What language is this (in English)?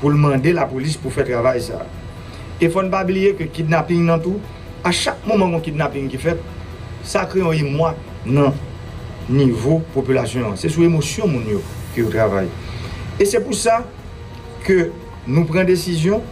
Haitian Creole